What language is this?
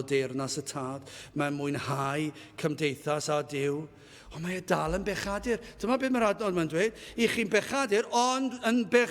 Welsh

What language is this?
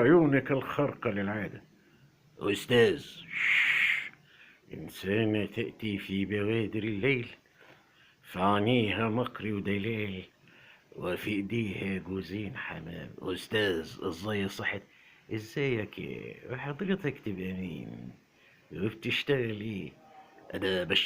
Egyptian Arabic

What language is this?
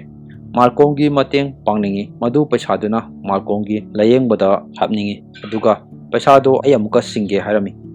Manipuri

